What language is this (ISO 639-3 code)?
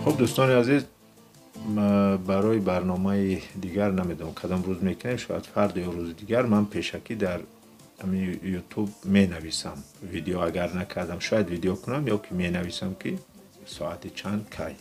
tgk